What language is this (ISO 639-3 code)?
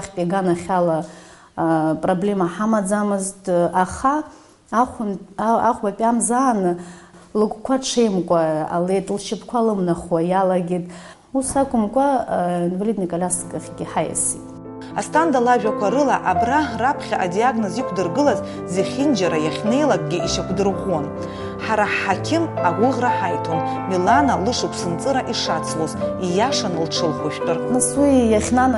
abk